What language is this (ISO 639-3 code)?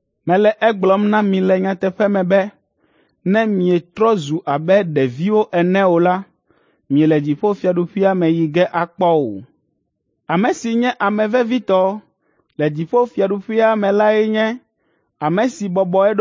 ewe